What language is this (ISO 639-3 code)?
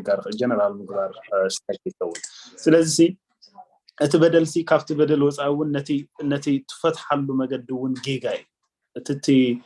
tir